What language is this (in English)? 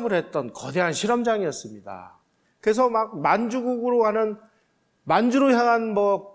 Korean